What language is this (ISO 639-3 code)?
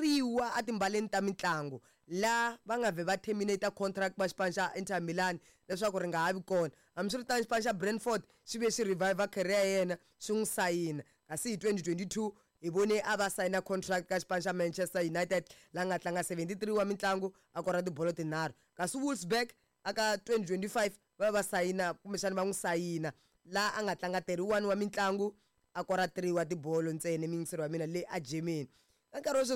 tso